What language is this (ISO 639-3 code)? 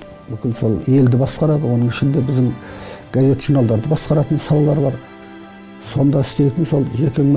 kaz